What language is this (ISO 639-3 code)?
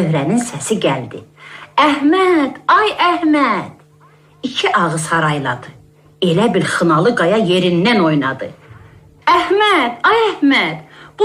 aze